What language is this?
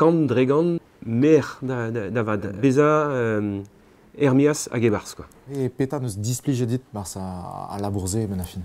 Breton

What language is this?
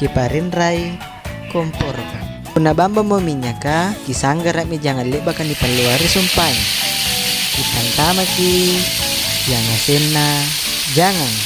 Makasar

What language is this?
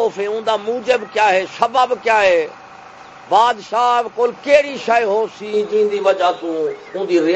Saraiki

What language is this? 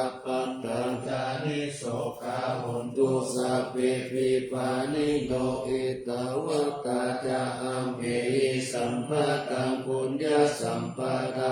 Pali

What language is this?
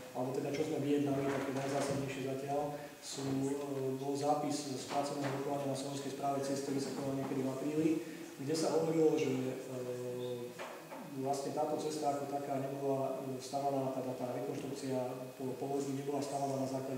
Slovak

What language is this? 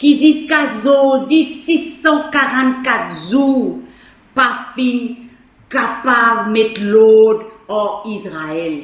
Morisyen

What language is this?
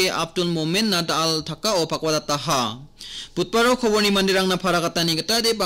Garo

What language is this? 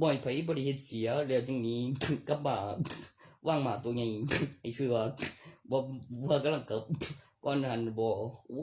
Northeastern Thai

